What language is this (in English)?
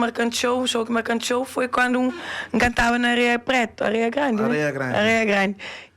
Kabuverdianu